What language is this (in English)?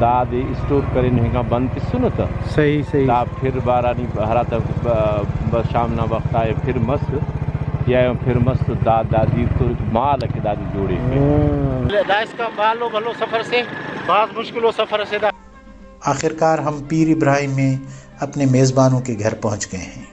Brahui